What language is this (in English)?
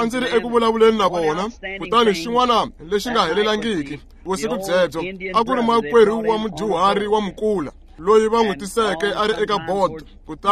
Tsonga